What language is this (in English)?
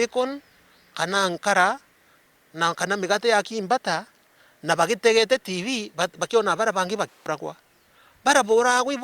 Meru